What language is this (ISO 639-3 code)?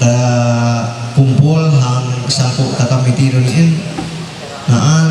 mhy